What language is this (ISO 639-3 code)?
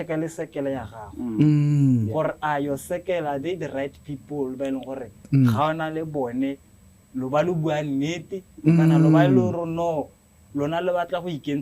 tsn